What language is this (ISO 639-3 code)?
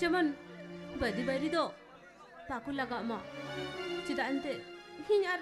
sat